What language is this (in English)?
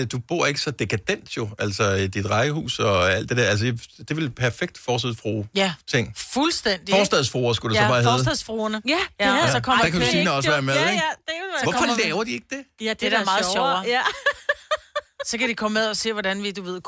Danish